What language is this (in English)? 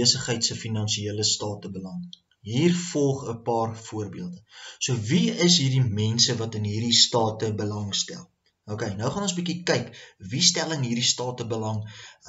Afrikaans